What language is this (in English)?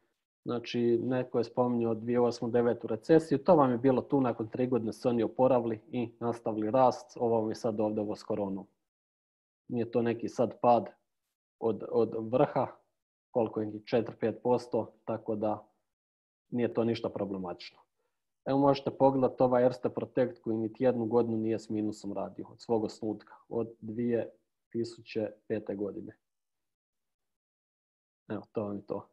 Croatian